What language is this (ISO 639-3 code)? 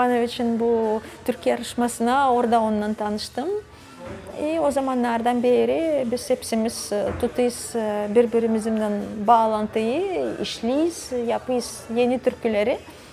gag